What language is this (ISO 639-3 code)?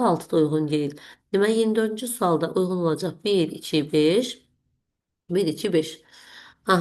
aze